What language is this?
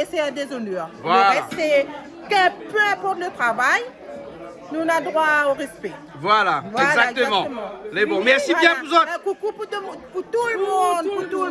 Réunion Creole French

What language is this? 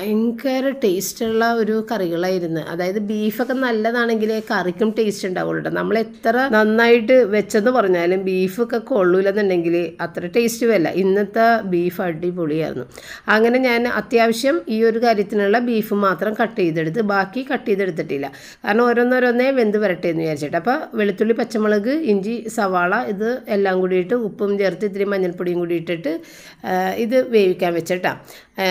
Malayalam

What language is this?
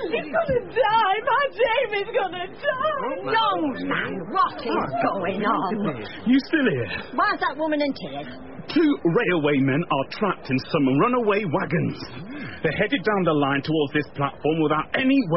English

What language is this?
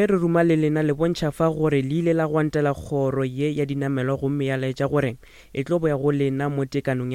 Northern Sotho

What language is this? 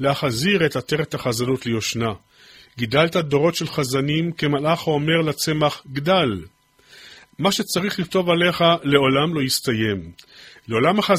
Hebrew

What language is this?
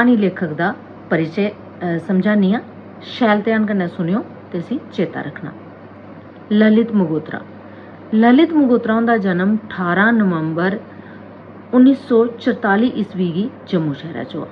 Dogri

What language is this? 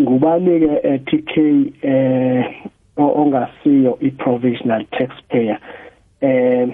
South Ndebele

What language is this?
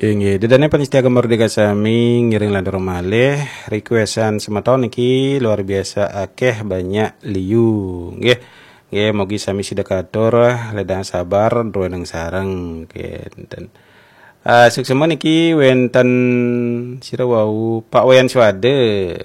Balinese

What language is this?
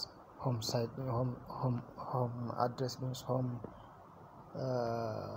Hausa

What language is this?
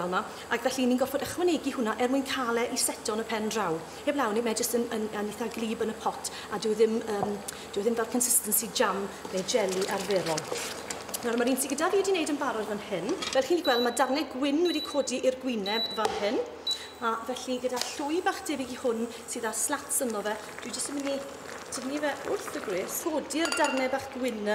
Welsh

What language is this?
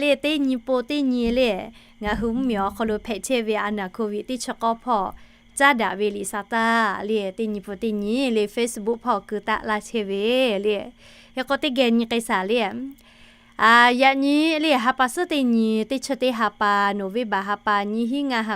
Lahu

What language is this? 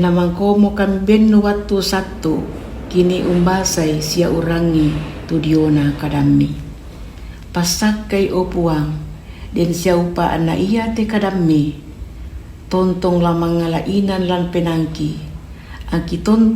Toraja-Sa'dan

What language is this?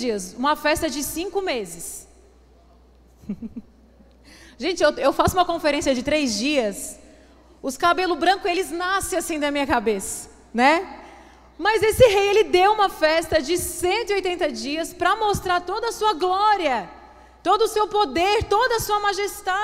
Portuguese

